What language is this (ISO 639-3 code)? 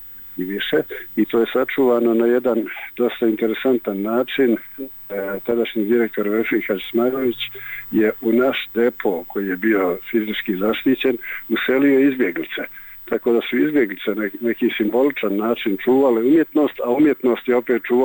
bos